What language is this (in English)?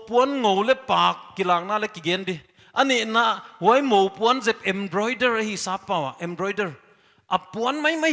Paite Chin